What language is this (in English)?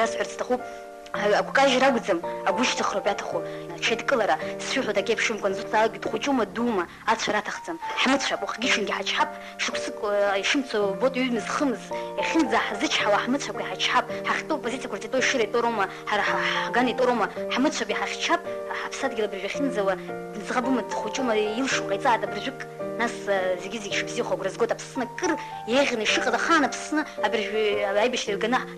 Abkhazian